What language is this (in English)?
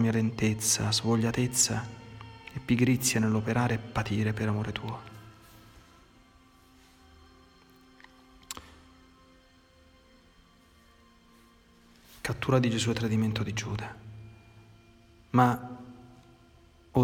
Italian